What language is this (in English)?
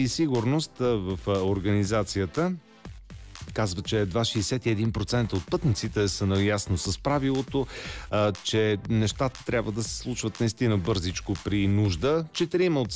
Bulgarian